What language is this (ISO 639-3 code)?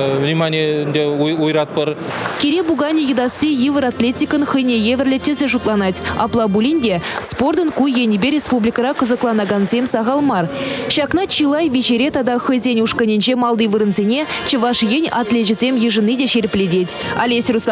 chv